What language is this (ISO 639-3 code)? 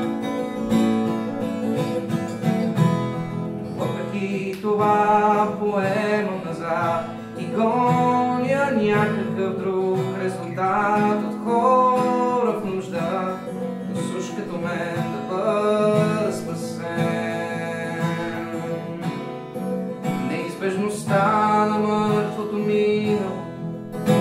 bul